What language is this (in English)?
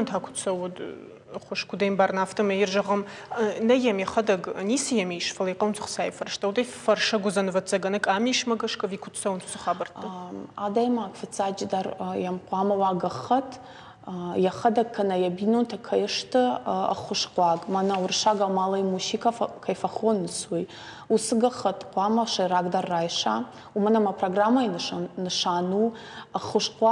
Ossetic